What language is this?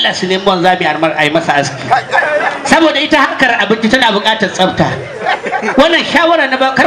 Hausa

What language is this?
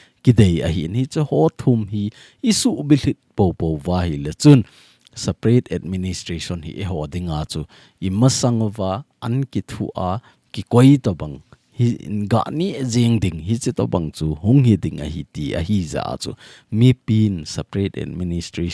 Thado Chin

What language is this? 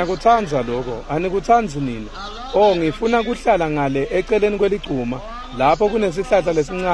Swati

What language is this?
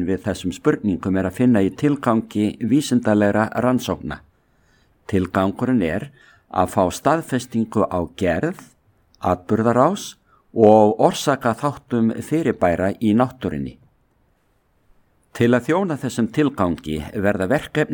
Icelandic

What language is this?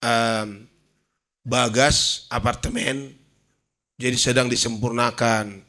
Batak Toba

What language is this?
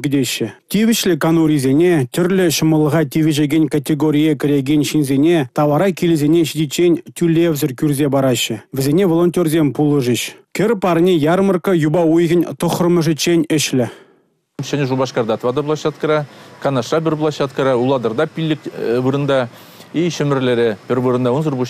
Chuvash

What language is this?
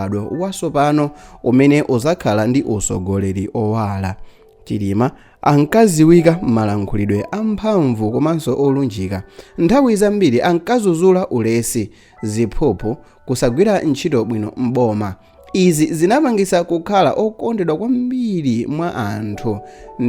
Nyanja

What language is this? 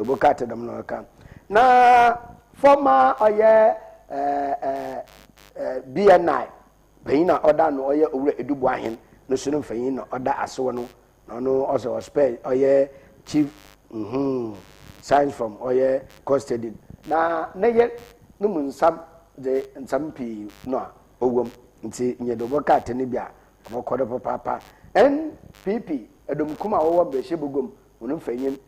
Akan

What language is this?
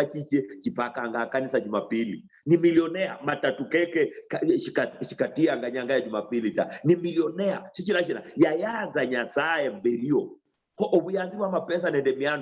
Luyia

